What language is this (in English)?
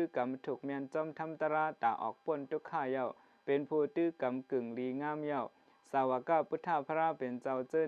Shan